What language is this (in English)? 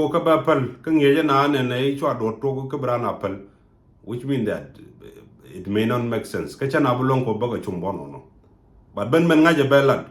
Nuer